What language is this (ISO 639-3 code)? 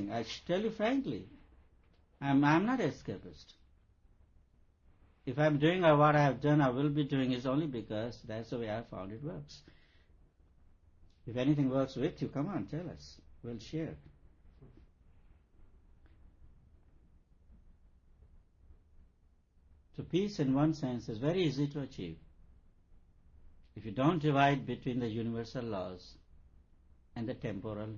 eng